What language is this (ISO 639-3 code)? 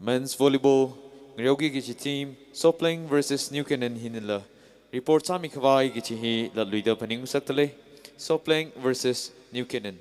nmf